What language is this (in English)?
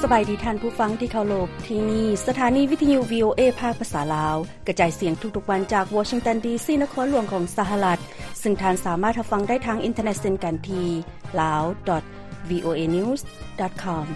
Lao